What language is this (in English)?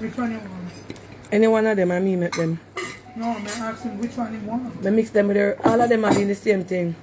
Jamaican Creole English